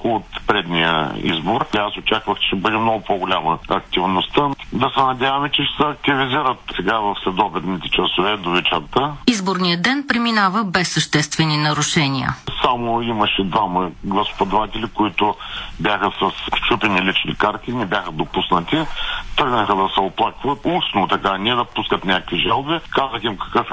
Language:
Bulgarian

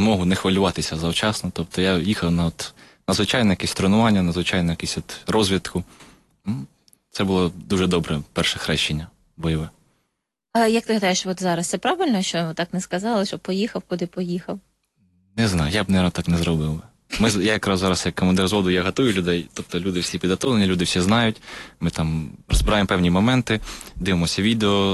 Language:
Ukrainian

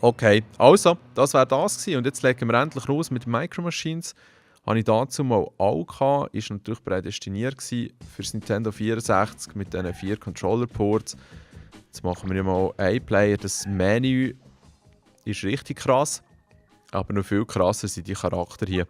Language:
Swiss German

